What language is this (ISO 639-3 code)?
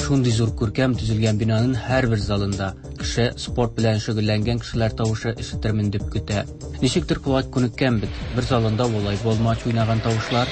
tat